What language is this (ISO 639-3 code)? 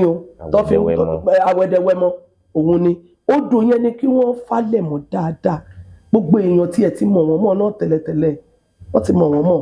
yor